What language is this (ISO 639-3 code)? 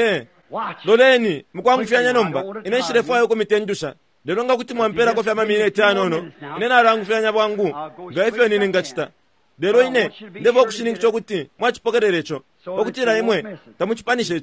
bem